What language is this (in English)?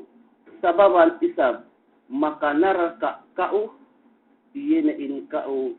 Yakan